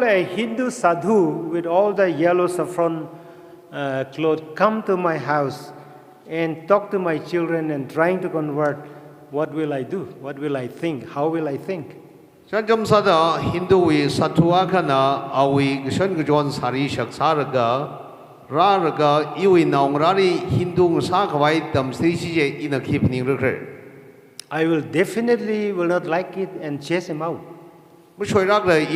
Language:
Tangkhul Naga (India)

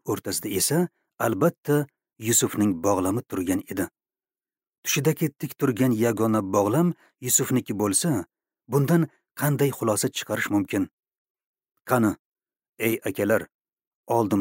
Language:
Uzbek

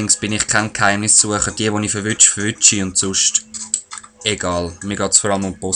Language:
Swiss German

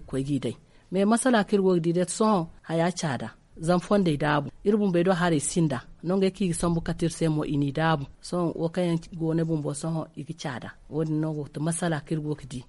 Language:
Zarma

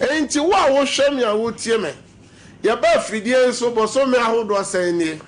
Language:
Akan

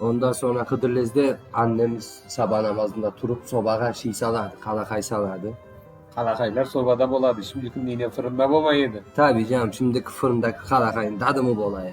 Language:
Crimean Tatar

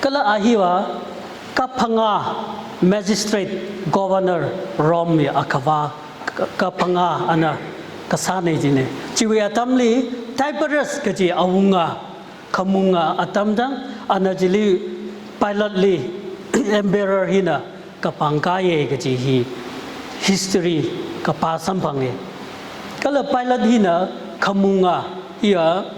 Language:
Tangkhul Naga (India)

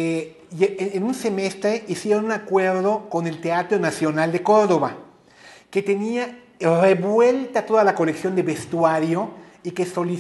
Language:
Spanish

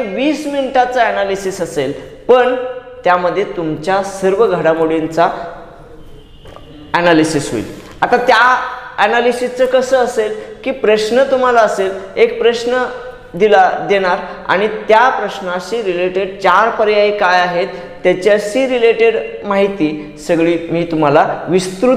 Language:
Marathi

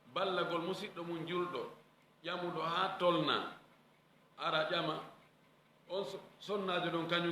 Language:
Fula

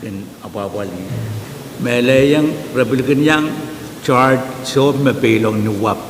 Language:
Pohnpeian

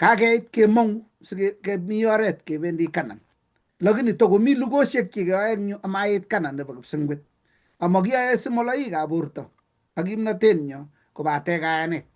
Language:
Kalenjin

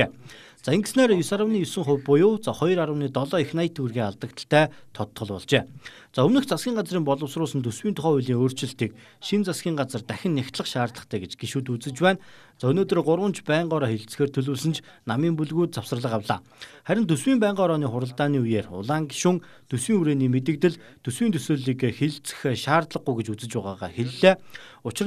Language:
Mongolian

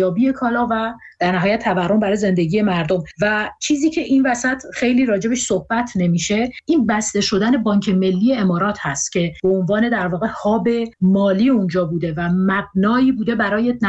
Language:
Persian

